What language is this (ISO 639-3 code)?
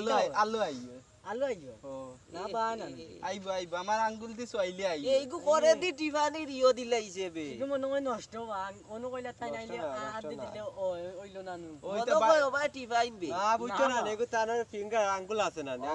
syl